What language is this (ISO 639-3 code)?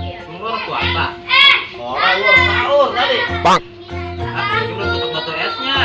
bew